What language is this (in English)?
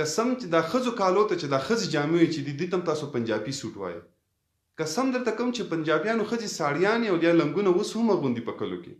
Pashto